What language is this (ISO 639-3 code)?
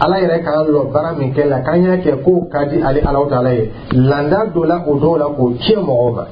dyu